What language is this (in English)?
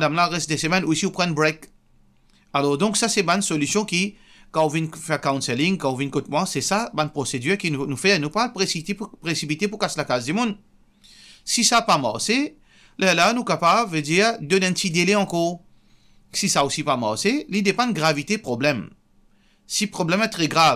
Morisyen